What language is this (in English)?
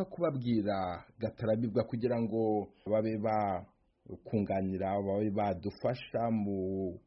Kinyarwanda